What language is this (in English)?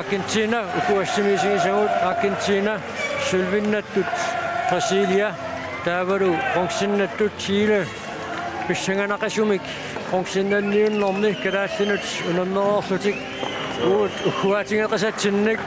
Kalaallisut